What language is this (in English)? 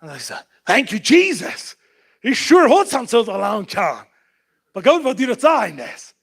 Plautdietsch